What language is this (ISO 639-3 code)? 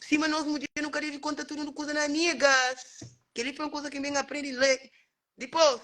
kea